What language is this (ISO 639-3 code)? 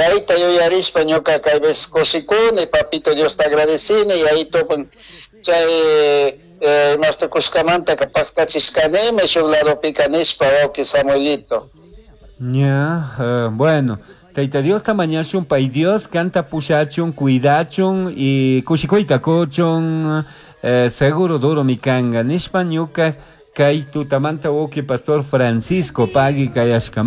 qug